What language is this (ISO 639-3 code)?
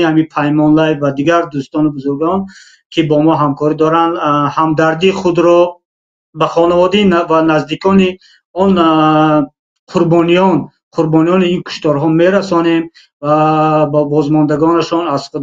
tgk